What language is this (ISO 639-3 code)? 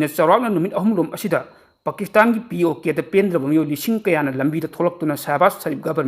mni